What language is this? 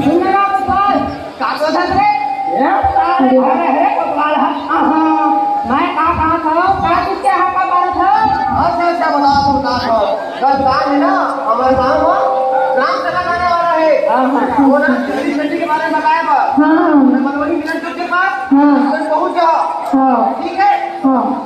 Chhattisgarhi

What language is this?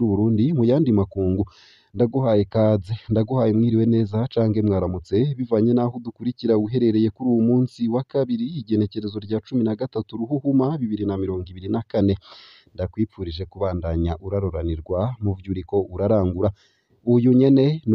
Rundi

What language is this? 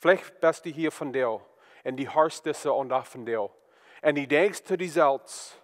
Plautdietsch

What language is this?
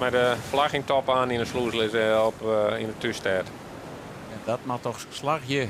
Western Frisian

